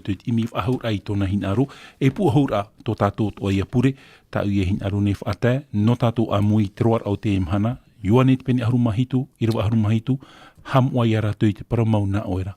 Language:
Tahitian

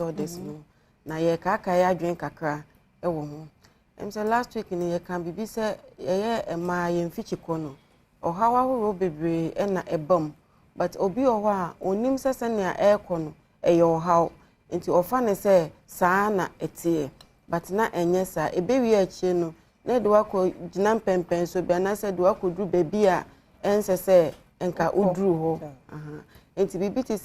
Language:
Akan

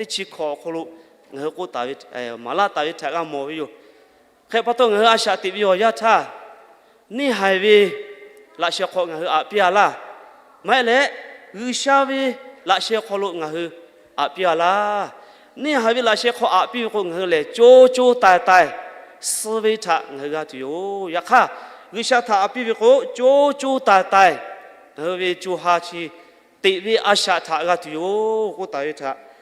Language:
Lahu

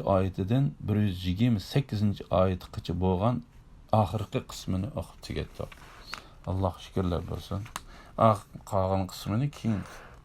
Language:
Uyghur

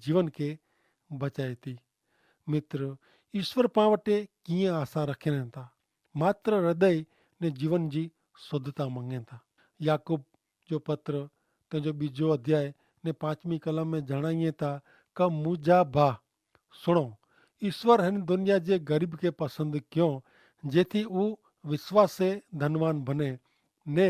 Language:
Kachhi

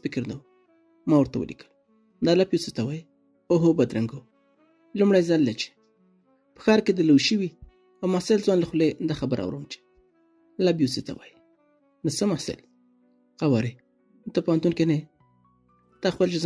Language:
Pashto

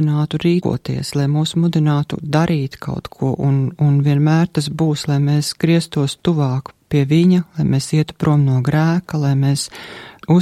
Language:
Latvian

